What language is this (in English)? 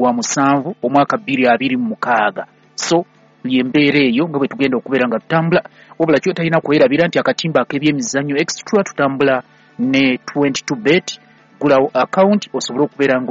Ganda